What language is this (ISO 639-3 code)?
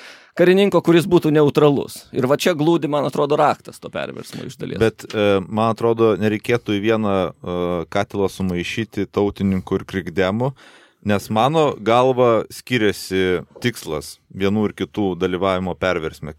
lit